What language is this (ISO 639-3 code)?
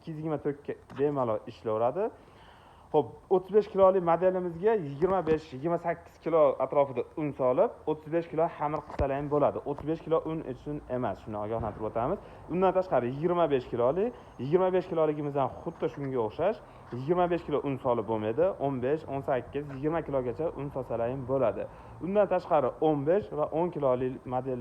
uzb